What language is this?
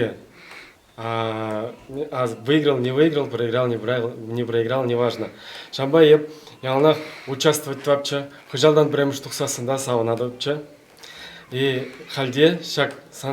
Chuvash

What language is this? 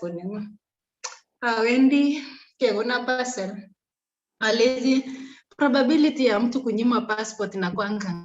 Kalenjin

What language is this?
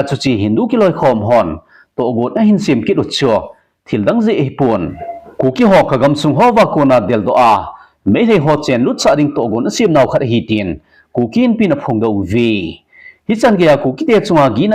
Thado Chin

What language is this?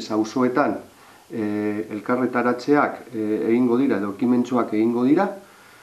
Basque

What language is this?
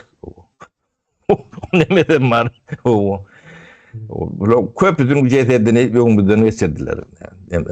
Turkmen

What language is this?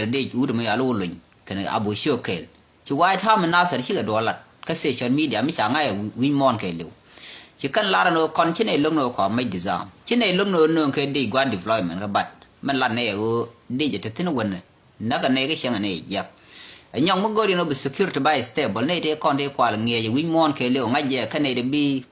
Nuer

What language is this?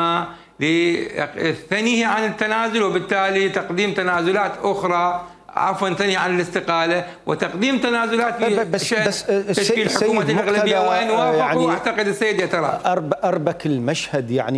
Mesopotamian Arabic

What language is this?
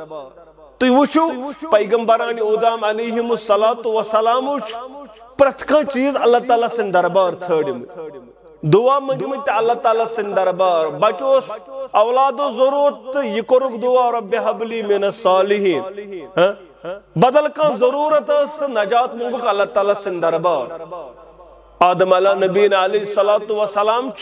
Kashmiri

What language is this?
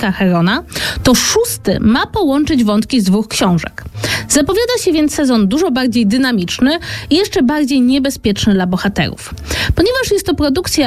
Polish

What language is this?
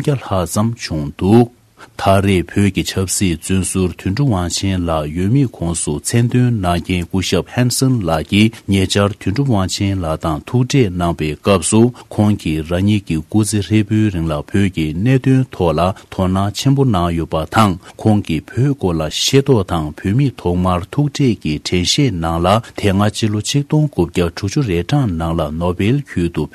Tibetan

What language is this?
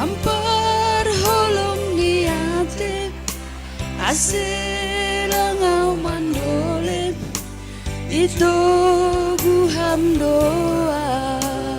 Batak Simalungun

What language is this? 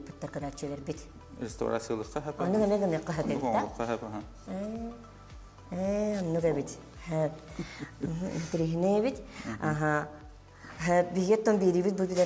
Yakut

